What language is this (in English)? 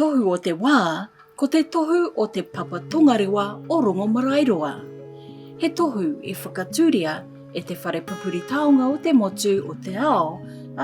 Māori